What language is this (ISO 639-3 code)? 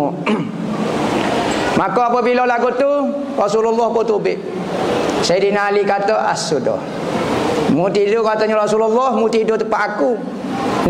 msa